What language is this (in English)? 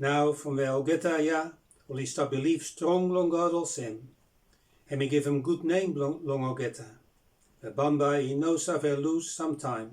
Bislama